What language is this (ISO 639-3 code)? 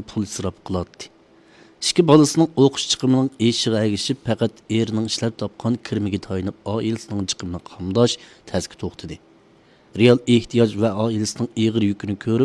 uig